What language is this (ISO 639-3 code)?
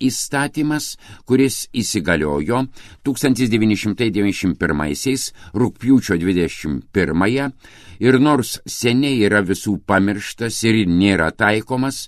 lit